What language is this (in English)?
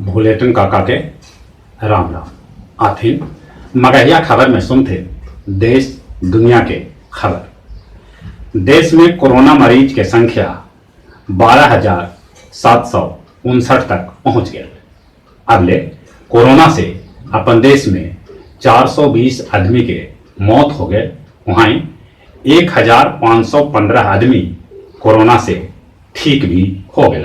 Magahi